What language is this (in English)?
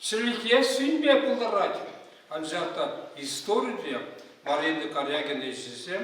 Chuvash